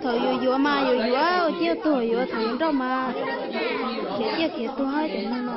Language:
Hmong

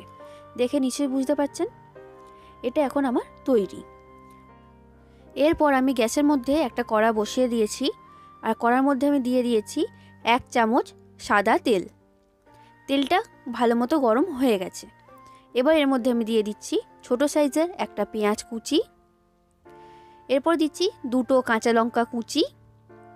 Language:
Bangla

